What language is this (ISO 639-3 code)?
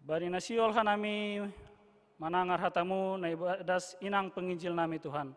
bts